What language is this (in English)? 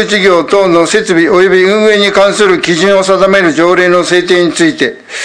Japanese